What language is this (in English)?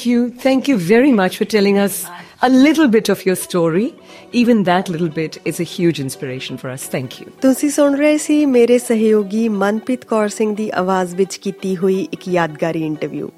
Punjabi